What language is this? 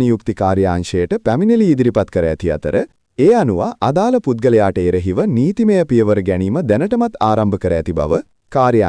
Sinhala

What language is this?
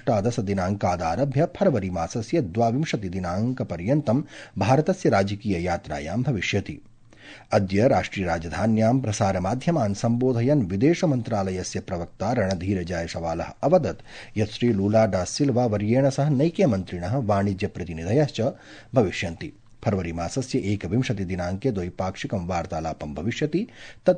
Sanskrit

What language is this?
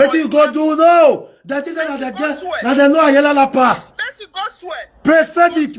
Nigerian Pidgin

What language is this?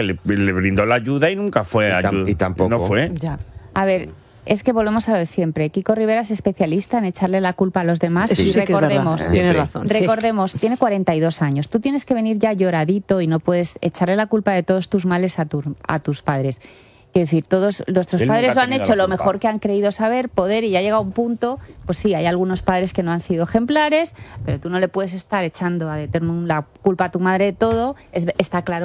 Spanish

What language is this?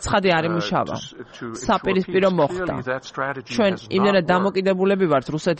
Georgian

